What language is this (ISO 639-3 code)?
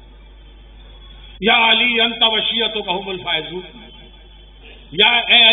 urd